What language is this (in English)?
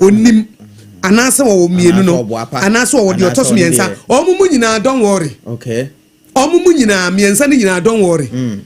Akan